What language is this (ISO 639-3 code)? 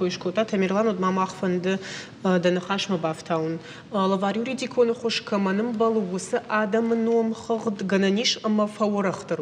oss